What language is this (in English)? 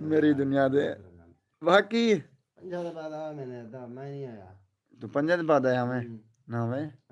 Saraiki